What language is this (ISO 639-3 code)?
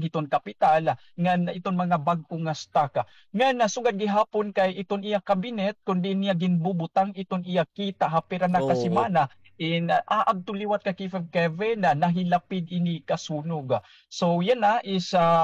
war